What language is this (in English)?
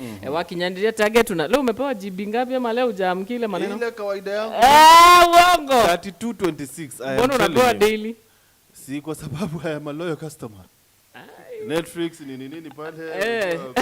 Meru